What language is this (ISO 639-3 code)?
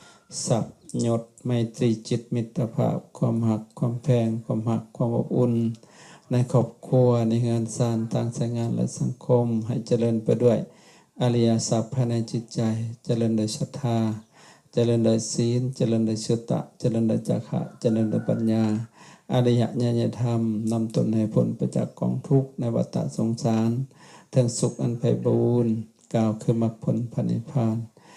lao